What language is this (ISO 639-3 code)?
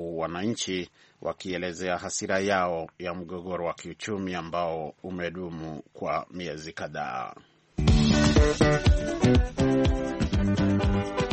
swa